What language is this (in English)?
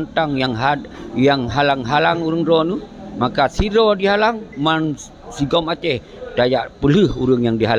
Achinese